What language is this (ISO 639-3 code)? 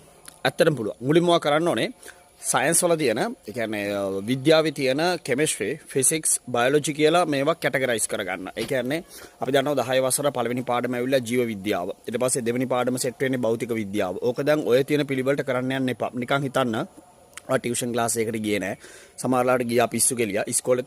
sin